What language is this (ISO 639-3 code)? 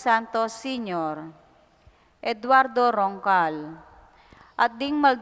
pam